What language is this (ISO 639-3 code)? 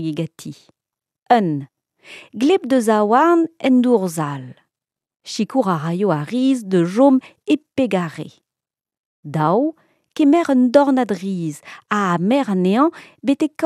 bre